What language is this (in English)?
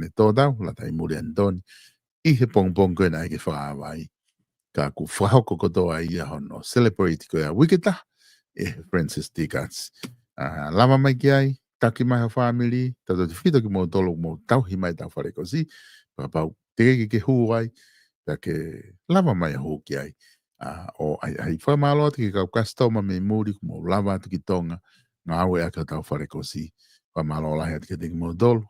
Tongan